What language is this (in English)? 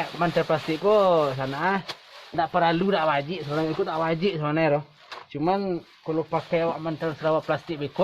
Minangkabau